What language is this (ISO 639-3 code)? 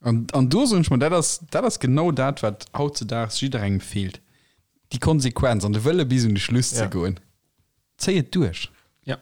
ltz